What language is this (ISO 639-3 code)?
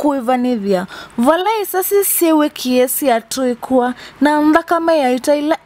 kam